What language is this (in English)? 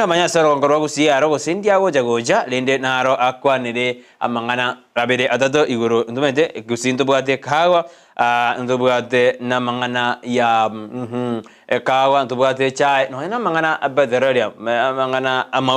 Gusii